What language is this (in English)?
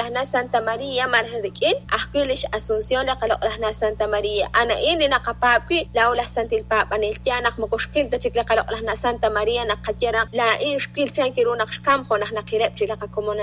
Kekchí